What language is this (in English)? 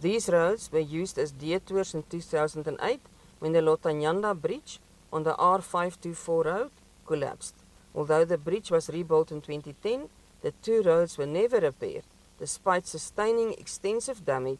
Northern Sotho